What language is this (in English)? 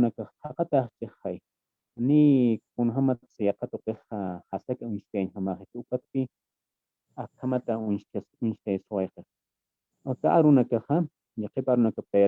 Aymara